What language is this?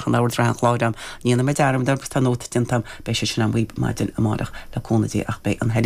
Irish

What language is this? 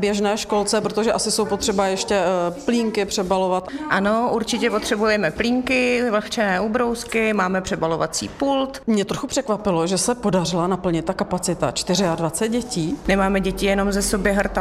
Czech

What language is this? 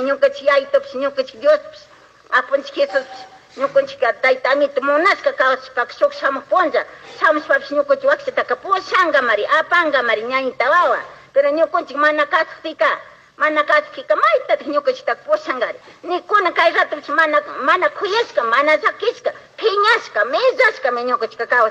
Chimborazo Highland Quichua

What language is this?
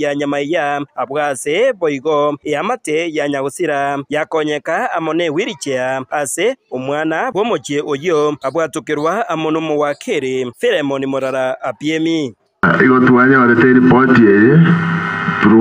Gusii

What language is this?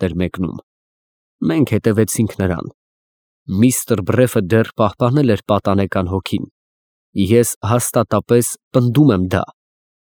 Armenian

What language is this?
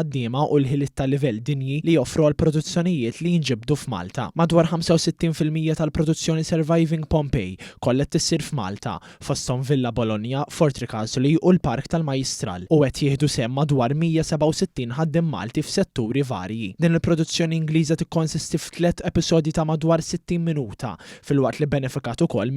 Maltese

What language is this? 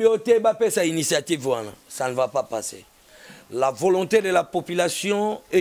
Lingala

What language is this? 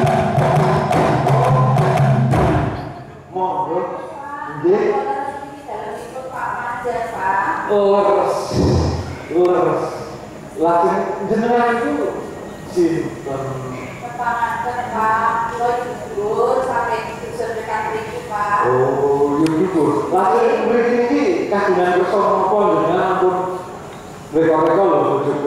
Javanese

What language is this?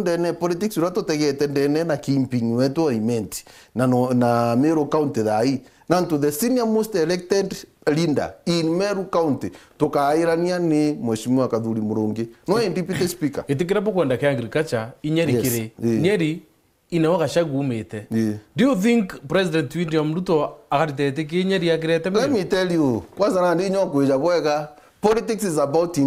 Meru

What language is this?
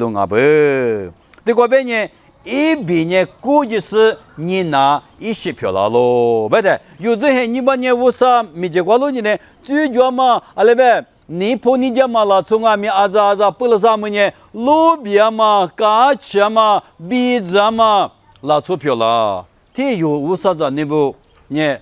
Lisu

